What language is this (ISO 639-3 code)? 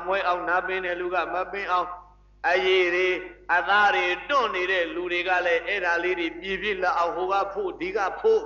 mya